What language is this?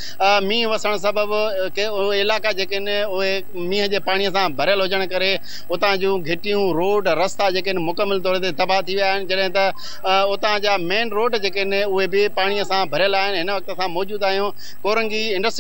Sindhi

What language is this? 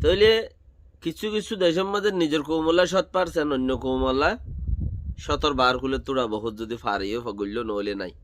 Rohingya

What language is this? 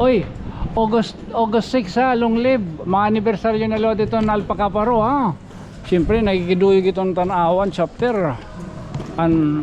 Waray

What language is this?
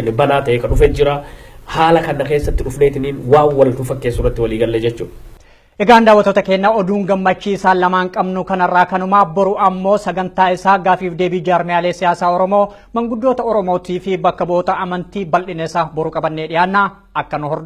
Oromo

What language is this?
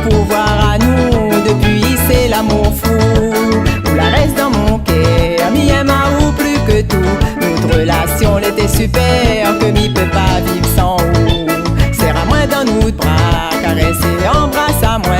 Réunion Creole French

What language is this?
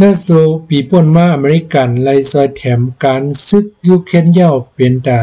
Shan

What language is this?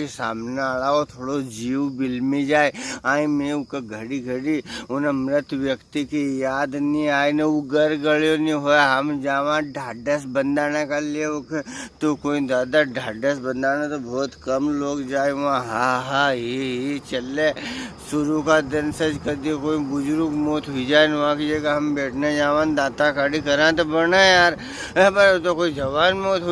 Rajasthani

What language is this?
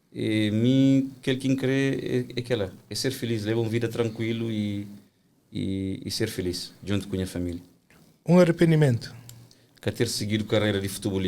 Kabuverdianu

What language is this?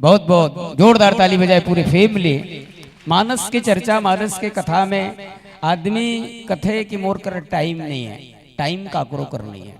Chhattisgarhi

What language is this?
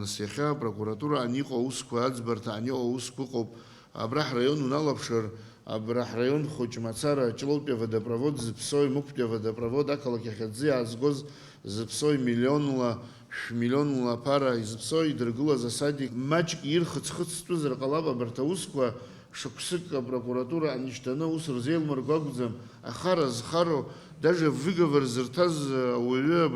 Abkhazian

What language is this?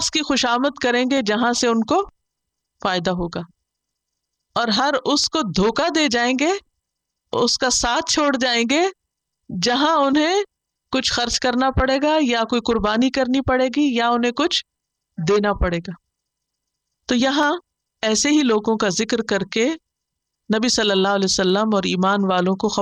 Urdu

